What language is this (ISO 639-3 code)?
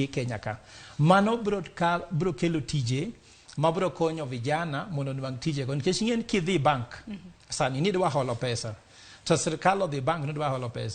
luo